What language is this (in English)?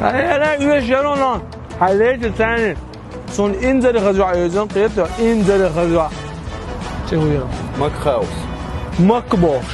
Chechen